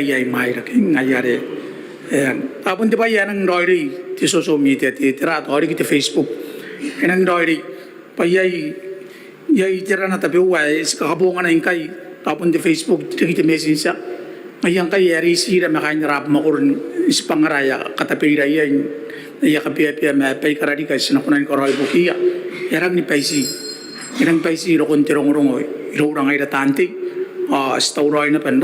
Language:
Gilbertese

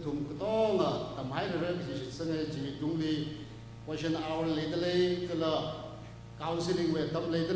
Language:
Tangkhul Naga (India)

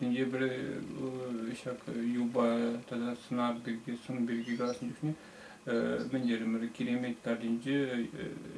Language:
Chuvash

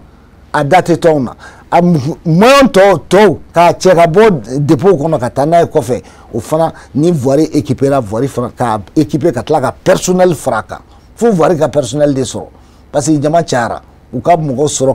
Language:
Bambara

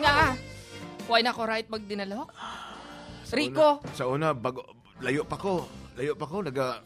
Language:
Hiligaynon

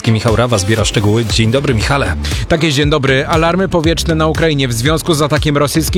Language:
Polish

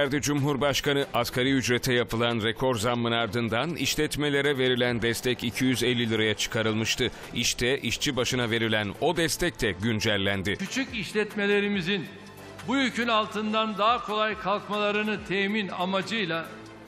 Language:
Turkish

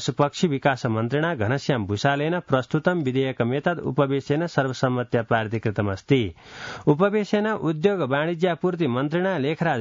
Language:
Sanskrit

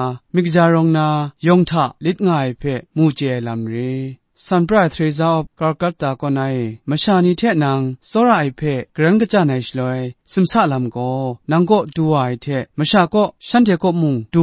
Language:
Kachin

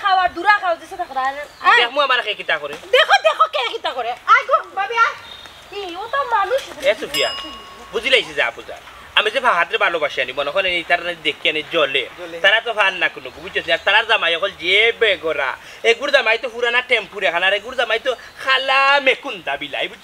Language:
Sylheti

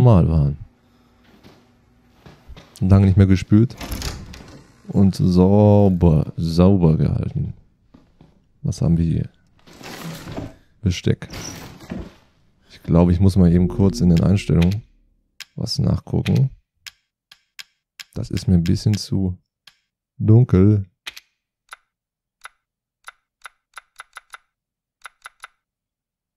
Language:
German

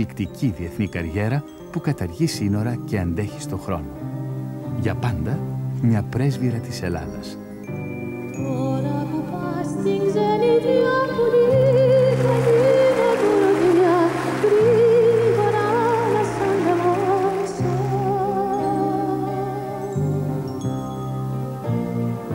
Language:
Greek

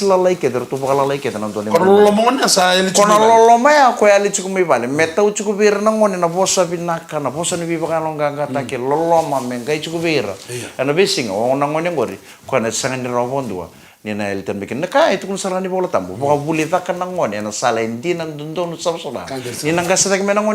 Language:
Fijian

